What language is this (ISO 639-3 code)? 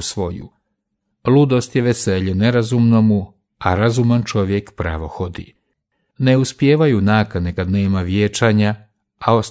hrv